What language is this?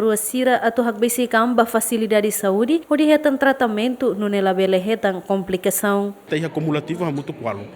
Tetum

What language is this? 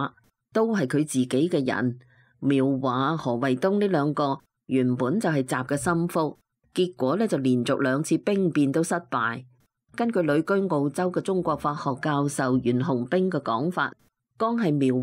Cantonese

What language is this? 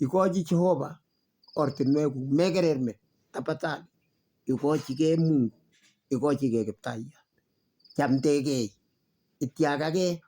Kalenjin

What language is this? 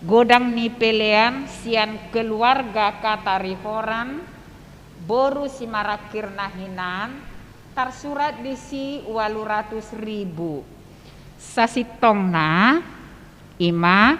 Batak Toba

